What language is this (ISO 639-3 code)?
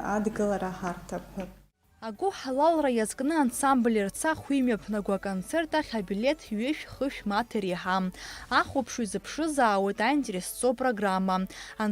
abk